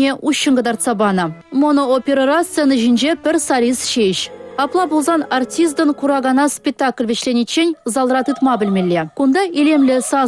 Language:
Chuvash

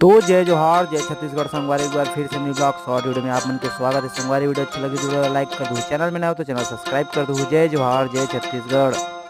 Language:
Chhattisgarhi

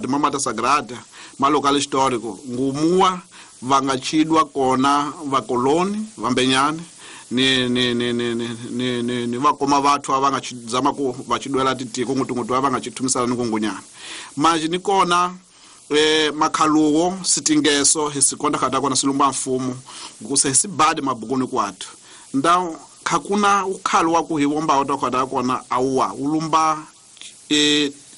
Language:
Tsonga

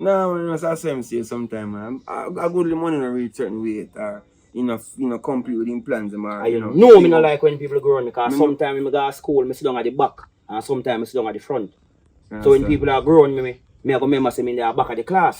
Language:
Jamaican Creole English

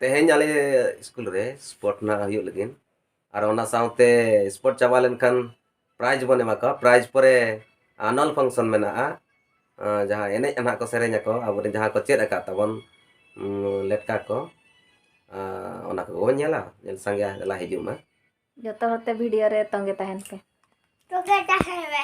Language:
Santali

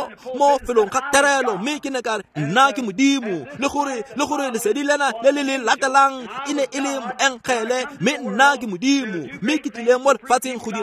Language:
Tswana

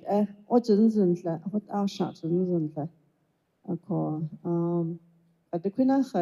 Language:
Navajo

